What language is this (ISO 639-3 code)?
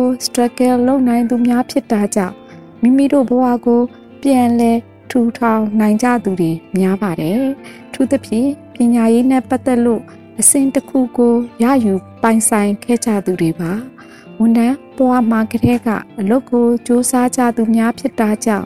mya